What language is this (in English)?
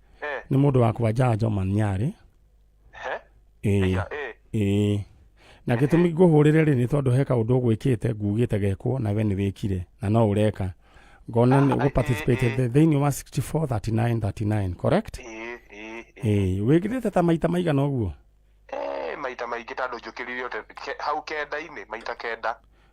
Kikuyu